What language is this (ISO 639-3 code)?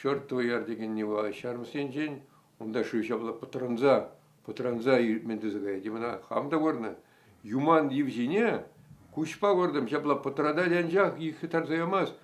chv